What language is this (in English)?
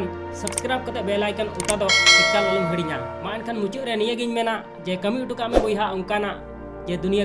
Santali